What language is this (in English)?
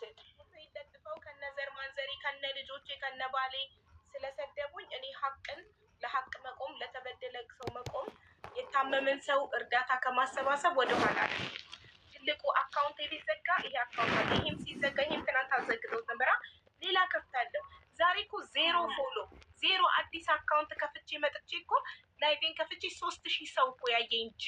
Amharic